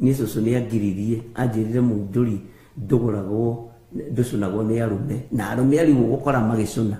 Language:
Kikuyu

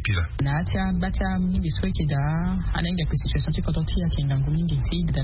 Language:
Sango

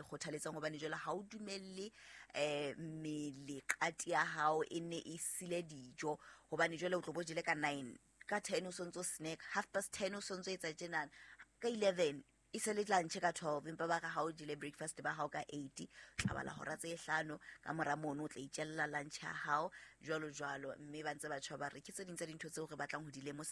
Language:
Southern Sotho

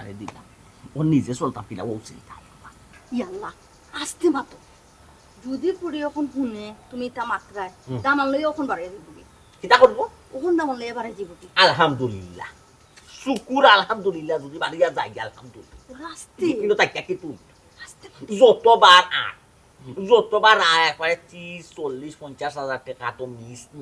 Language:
Sylheti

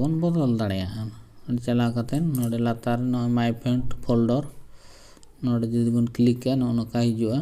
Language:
Santali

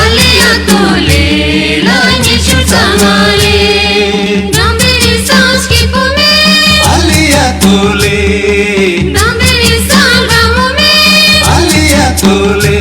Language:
Tibetan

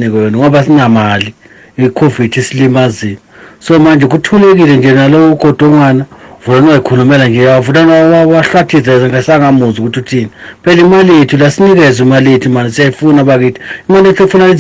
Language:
South Ndebele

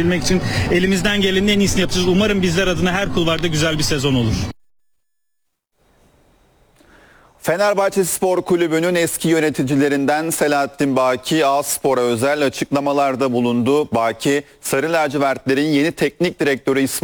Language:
Turkish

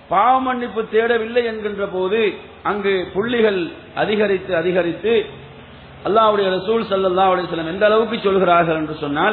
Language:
Tamil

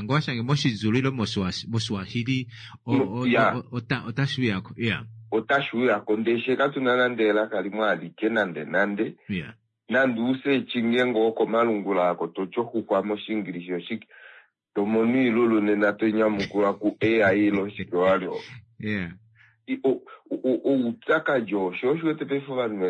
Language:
Kuanyama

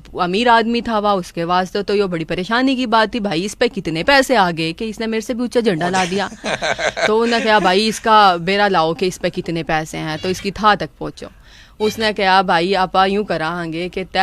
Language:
Haryanvi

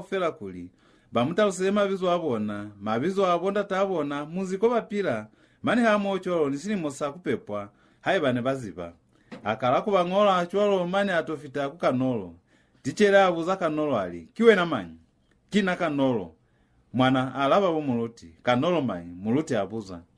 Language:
Lozi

